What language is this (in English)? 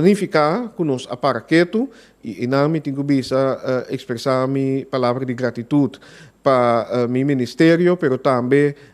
Papiamento